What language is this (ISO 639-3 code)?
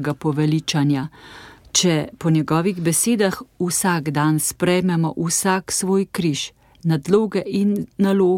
slv